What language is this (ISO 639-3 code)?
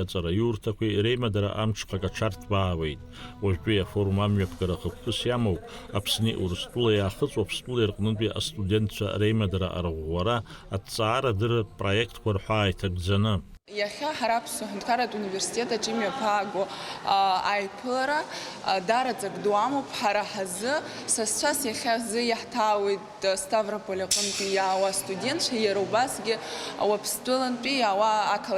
abk